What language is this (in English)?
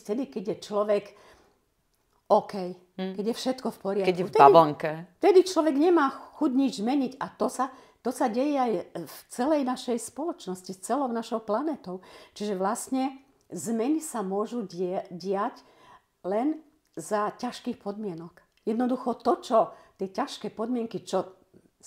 Slovak